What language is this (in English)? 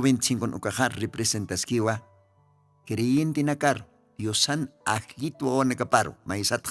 Aymara